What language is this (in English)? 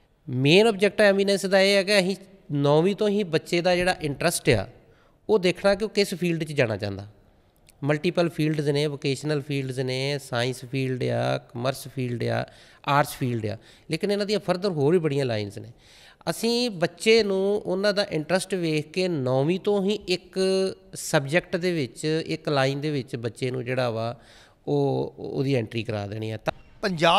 Punjabi